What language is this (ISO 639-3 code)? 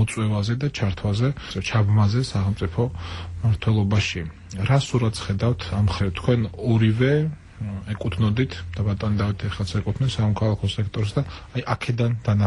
kat